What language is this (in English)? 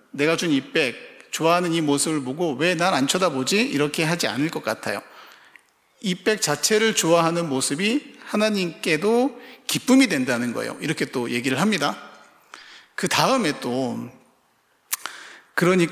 Korean